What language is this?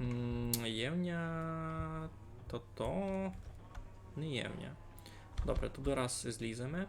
Rusyn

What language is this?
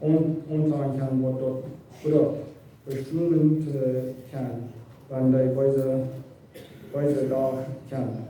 Plautdietsch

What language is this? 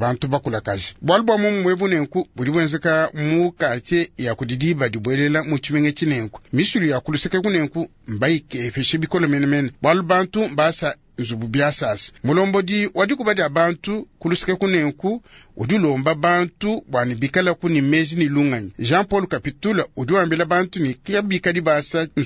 Luba-Lulua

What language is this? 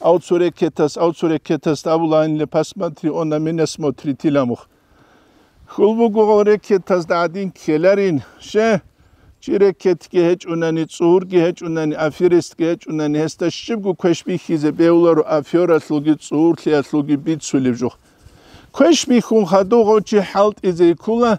Avaric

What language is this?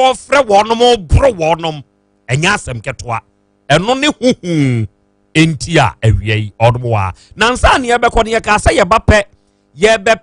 Akan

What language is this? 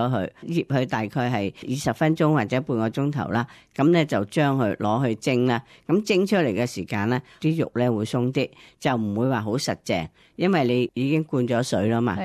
Cantonese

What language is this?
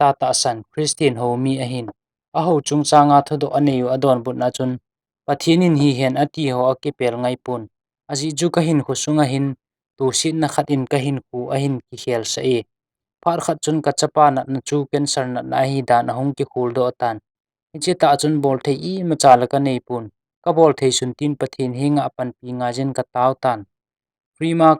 Thado Chin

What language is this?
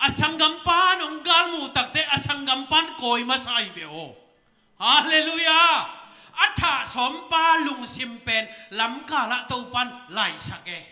Tedim Chin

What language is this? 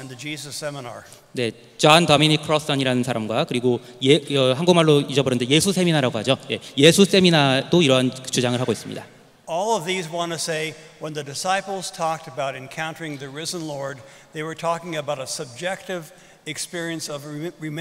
Korean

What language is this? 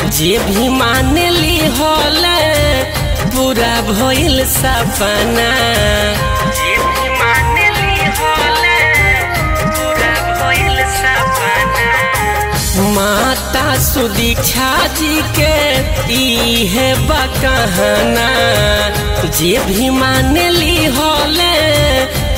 Bhojpuri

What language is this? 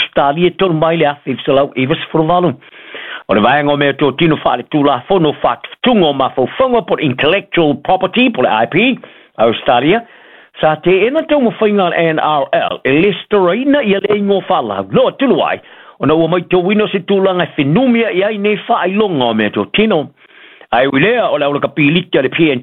Samoan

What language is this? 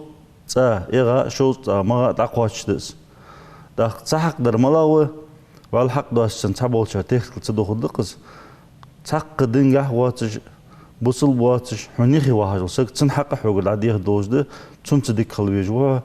Ingush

